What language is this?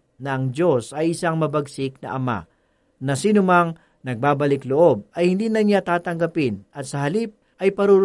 Filipino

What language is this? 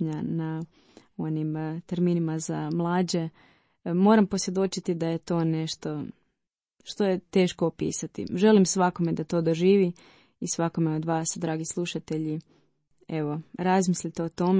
Croatian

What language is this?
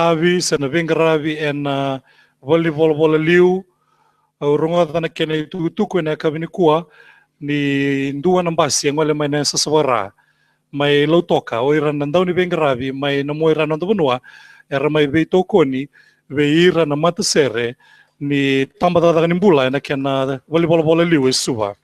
Fijian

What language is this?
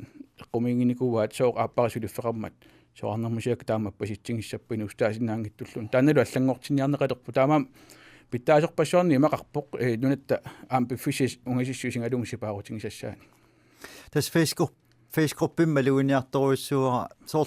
Kalaallisut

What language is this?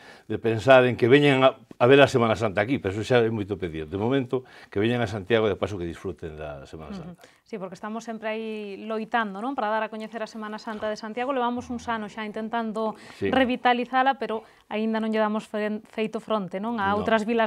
Galician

